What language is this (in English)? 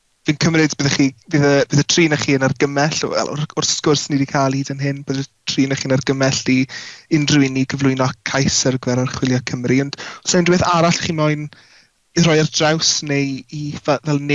Welsh